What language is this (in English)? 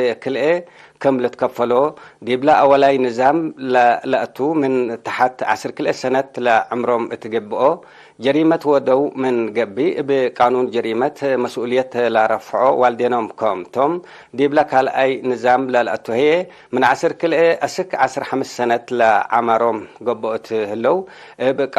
Tigre